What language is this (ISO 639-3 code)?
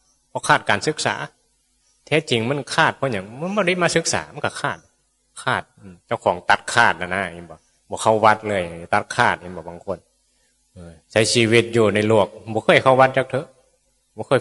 tts